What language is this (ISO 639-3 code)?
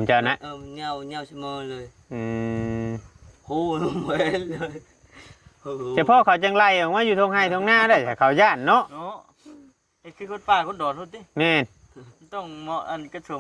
tts